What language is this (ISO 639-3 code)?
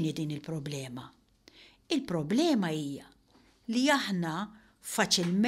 mlt